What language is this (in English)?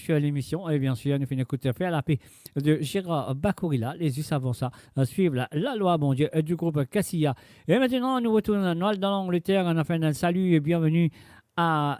Morisyen